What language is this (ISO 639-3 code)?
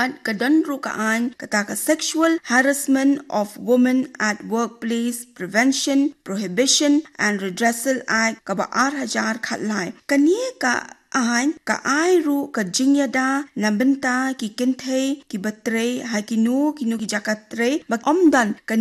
kha